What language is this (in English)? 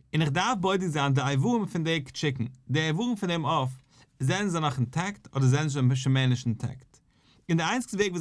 Yiddish